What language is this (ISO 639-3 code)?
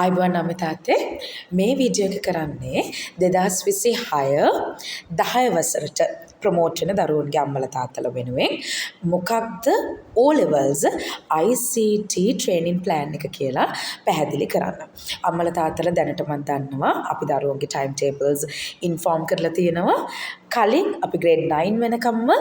sin